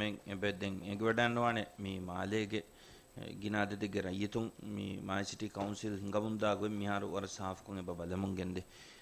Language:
Divehi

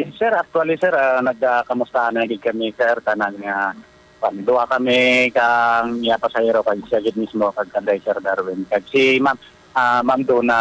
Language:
Hiligaynon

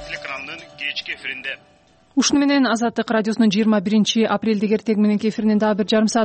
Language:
Kyrgyz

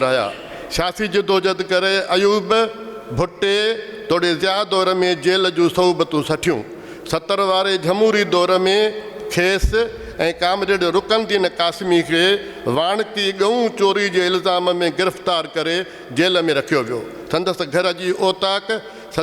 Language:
Sindhi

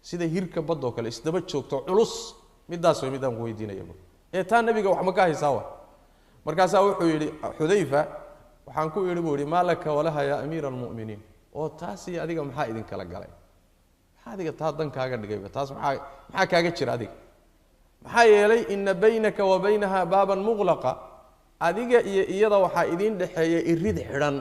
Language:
Somali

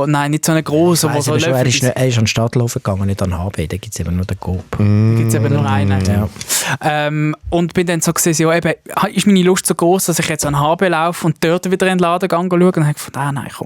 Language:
Swiss German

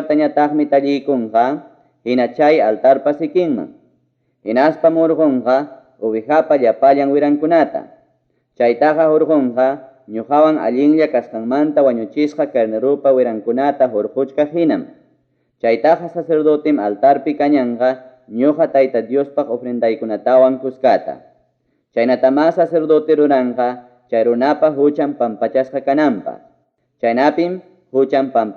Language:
Ayacucho Quechua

